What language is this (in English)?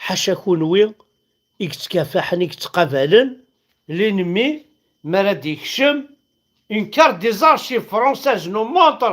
Kabyle